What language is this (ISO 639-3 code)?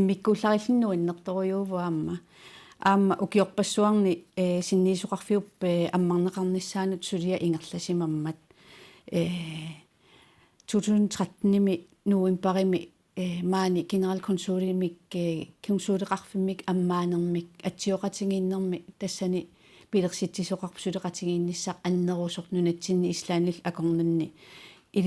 kal